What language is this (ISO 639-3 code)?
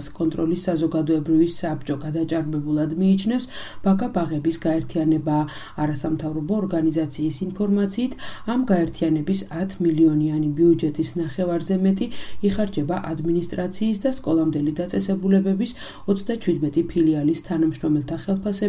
kat